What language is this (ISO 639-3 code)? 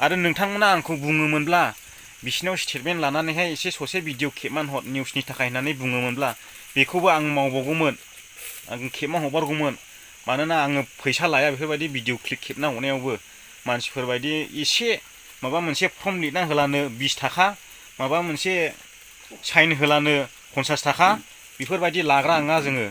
brx